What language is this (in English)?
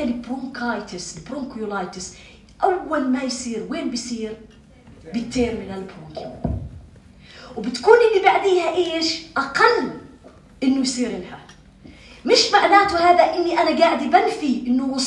North Levantine Arabic